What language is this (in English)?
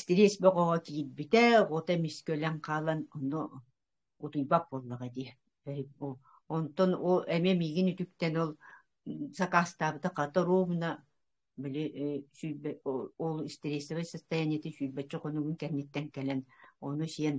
Yakut